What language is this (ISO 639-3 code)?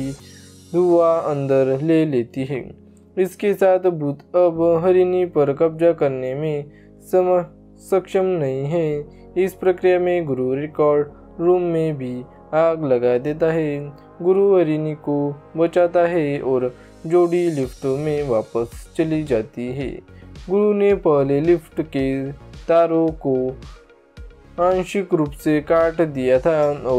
hin